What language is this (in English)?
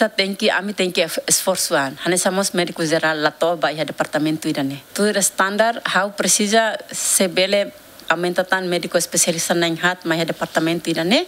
Tetum